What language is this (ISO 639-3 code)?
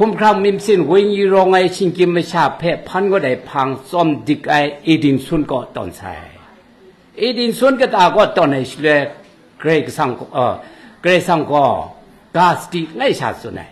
kac